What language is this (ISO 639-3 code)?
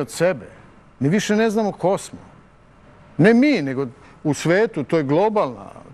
srp